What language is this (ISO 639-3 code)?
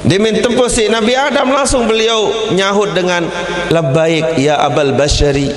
sas